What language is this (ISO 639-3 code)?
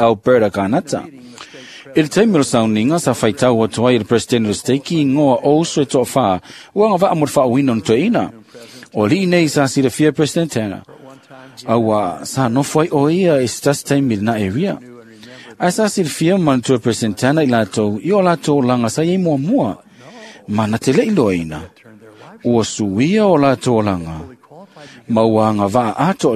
smo